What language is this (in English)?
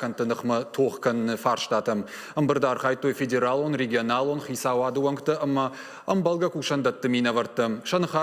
Ossetic